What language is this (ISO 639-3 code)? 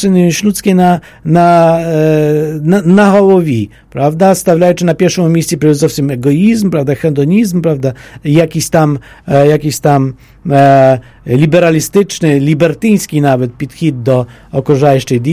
pol